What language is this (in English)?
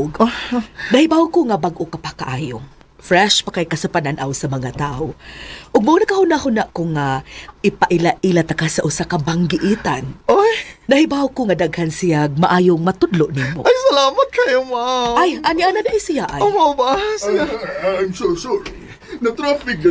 Cebuano